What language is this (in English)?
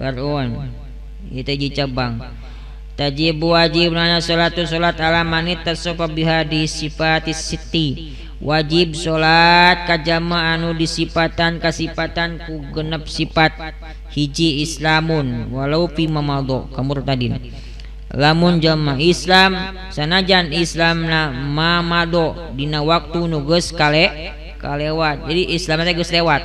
Sundanese